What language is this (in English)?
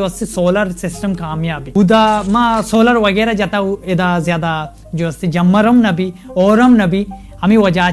Baluchi